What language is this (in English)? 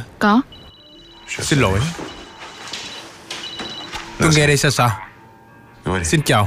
Vietnamese